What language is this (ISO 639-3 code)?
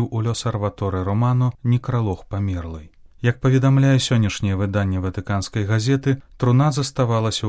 bel